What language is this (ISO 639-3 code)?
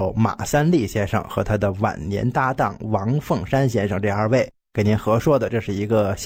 zho